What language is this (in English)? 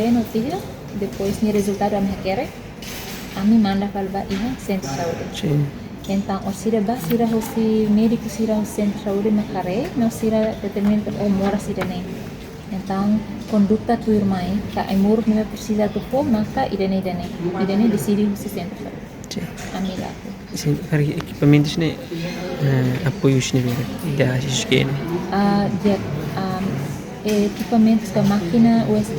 Tetum